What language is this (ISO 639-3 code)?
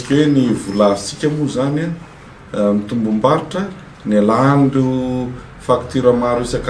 mlg